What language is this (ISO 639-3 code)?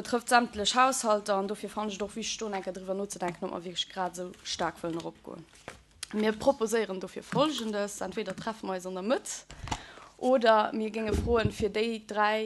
ltz